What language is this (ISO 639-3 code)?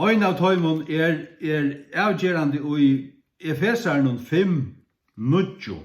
fao